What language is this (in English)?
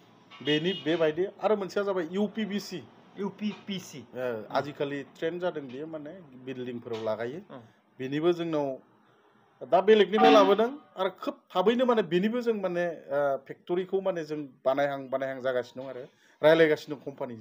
Bodo